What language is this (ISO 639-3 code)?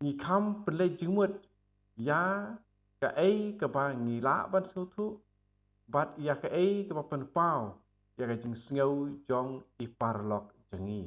kha